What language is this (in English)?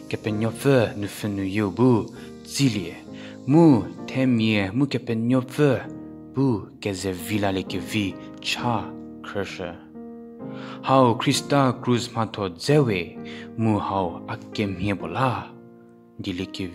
Angami Naga